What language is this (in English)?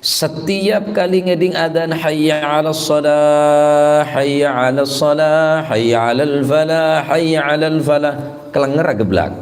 Madurese